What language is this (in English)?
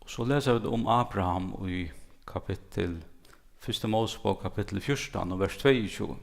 Faroese